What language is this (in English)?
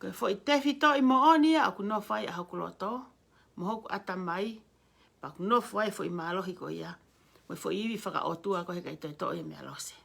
Tongan